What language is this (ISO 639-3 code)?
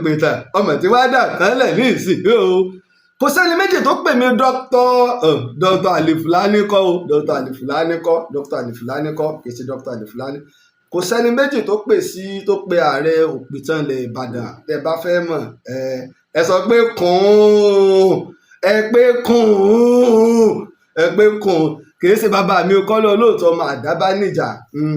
yor